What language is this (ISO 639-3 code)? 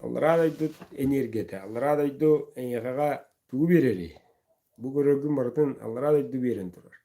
sah